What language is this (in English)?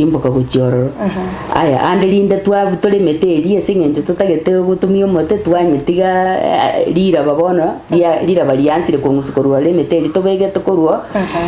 Gusii